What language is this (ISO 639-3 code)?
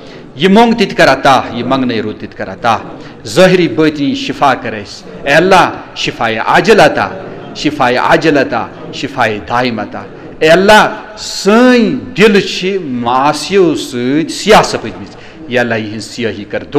kas